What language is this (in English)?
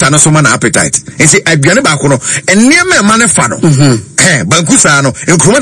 Akan